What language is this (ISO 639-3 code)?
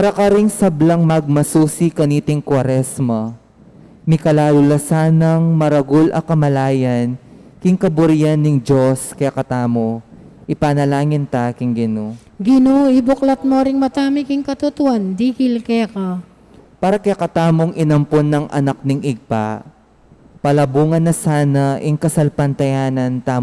pam